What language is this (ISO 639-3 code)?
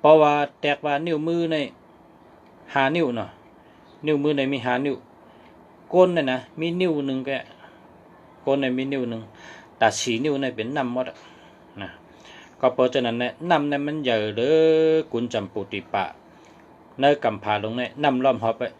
shn